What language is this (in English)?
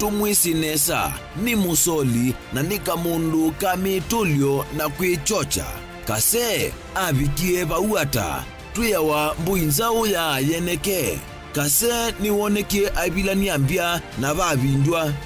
Kamba